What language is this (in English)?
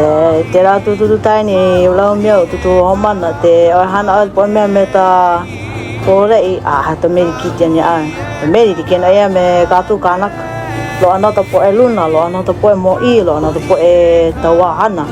Hawaiian